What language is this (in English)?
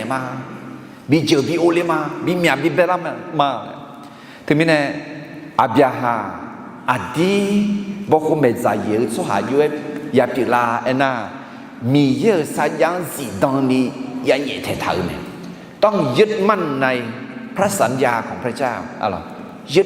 Akha